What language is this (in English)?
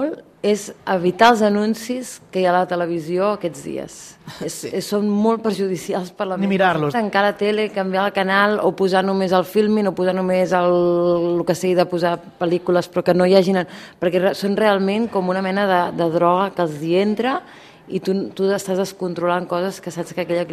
Catalan